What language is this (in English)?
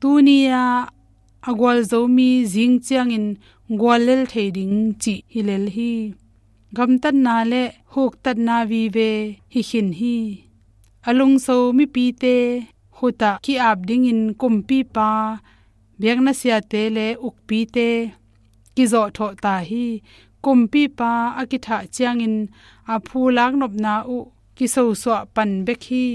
Tedim Chin